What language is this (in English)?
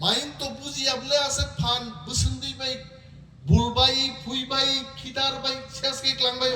Kok Borok